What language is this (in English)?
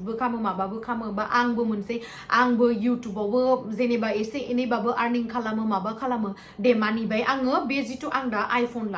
Bodo